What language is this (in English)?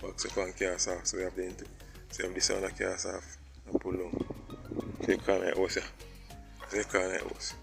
Jamaican Creole English